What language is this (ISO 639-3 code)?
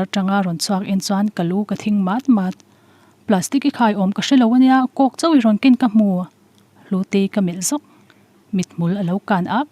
lus